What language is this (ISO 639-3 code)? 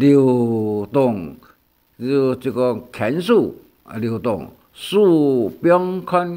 hak